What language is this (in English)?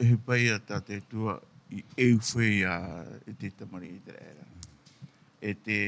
Tahitian